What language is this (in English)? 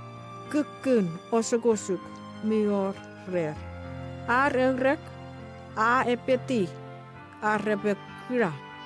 Chuukese